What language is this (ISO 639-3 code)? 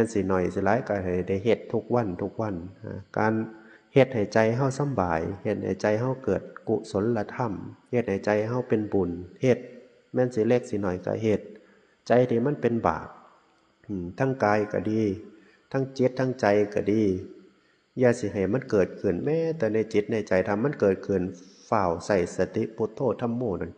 tts